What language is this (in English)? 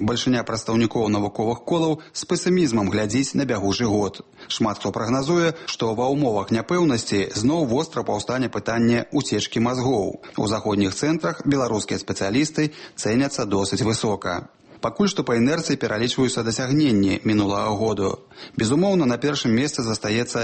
Belarusian